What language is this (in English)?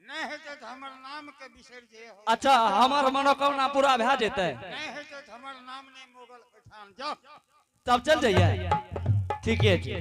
Angika